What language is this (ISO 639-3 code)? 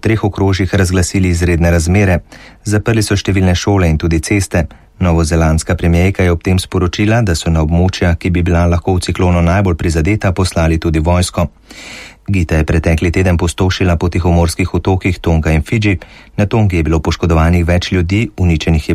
slv